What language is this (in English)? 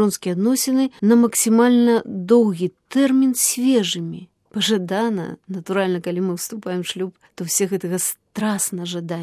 Belarusian